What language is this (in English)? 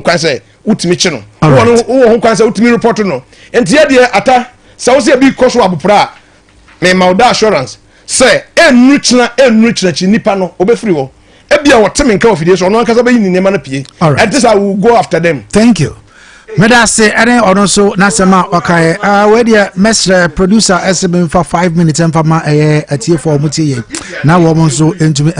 Akan